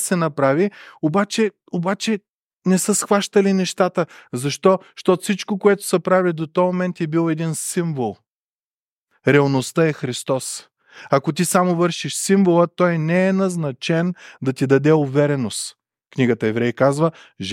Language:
Bulgarian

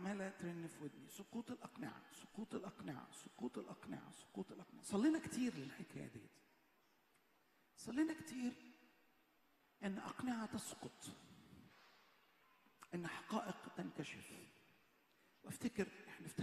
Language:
Egyptian Arabic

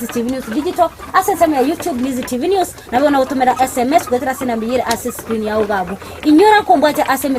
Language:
Gusii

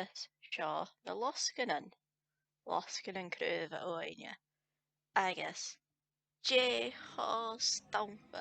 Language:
Scottish Gaelic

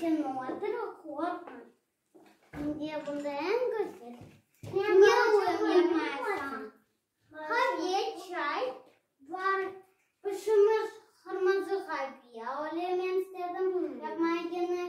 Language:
Crimean Tatar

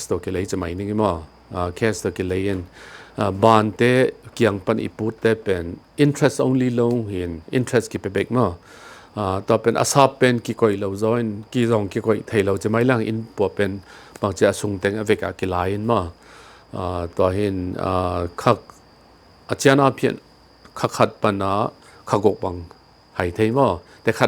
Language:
Tedim Chin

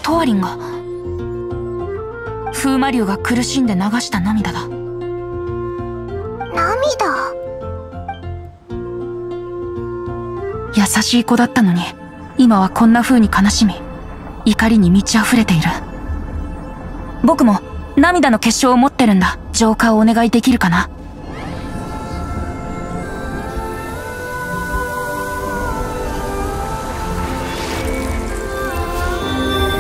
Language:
Japanese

